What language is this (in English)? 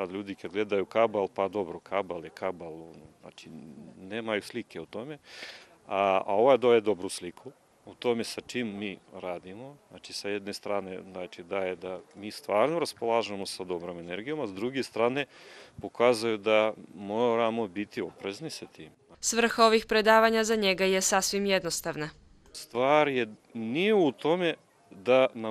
Bosnian